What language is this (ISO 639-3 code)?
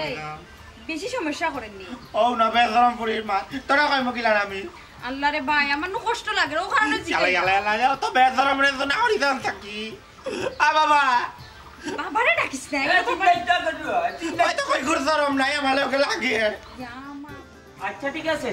syl